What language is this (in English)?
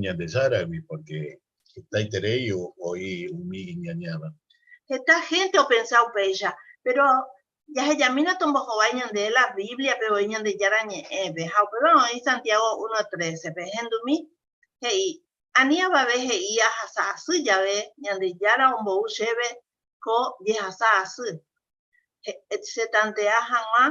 Guarani